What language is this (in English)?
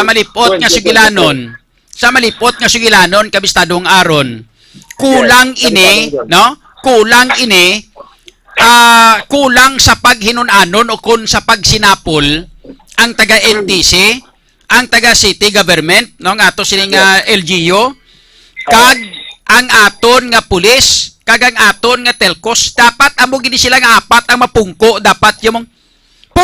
Hiligaynon